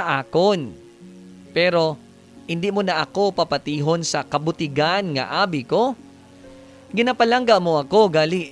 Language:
Hiligaynon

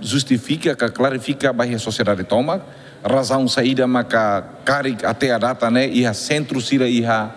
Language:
Tetum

